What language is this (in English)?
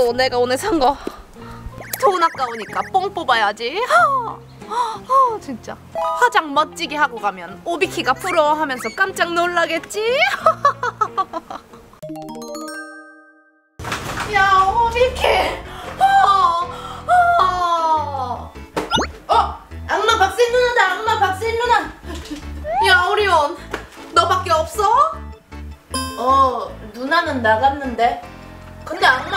Korean